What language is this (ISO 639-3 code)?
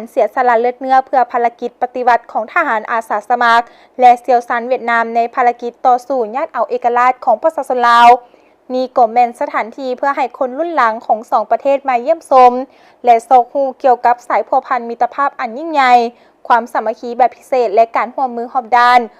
lao